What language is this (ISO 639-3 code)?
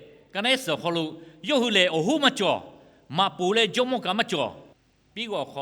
lhu